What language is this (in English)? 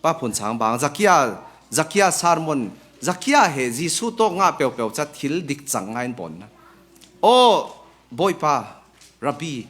Falam Chin